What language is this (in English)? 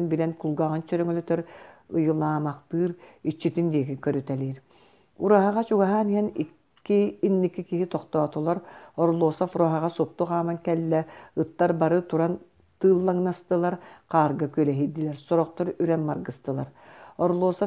Yakut